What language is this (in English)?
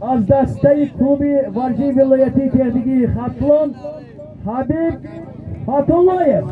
Tajik